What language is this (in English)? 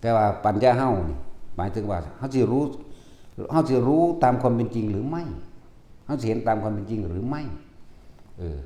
Northeastern Thai